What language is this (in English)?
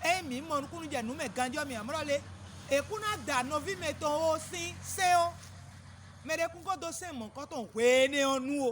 Fon